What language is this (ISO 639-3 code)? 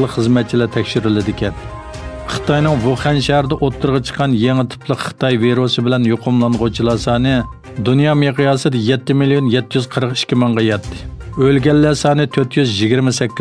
uig